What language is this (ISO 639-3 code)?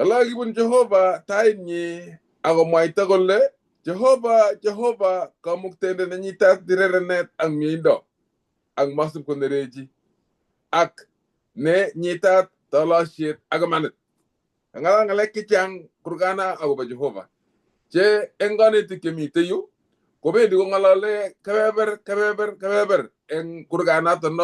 kln